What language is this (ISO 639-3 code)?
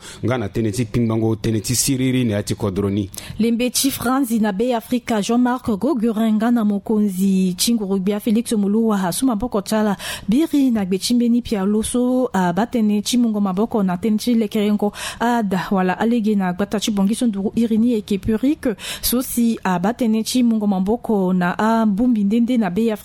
sag